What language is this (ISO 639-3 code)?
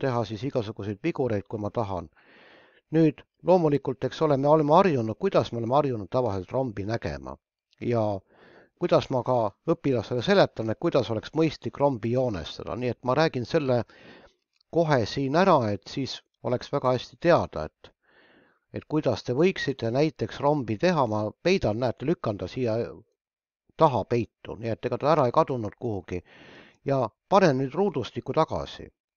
est